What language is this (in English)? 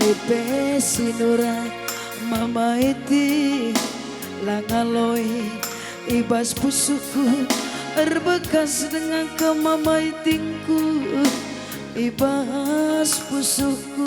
Batak Karo